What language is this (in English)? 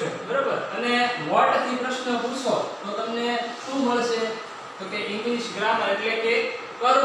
Gujarati